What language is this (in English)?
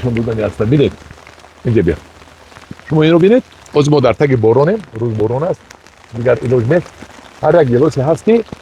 Tajik